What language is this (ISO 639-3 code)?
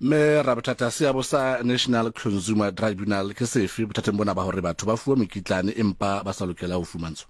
sot